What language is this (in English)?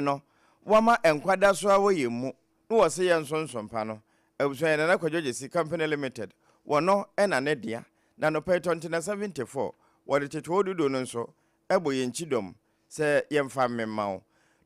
Akan